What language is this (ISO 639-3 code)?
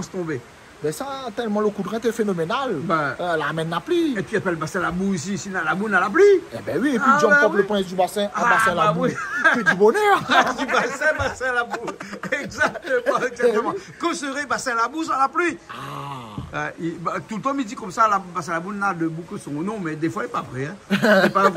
rcf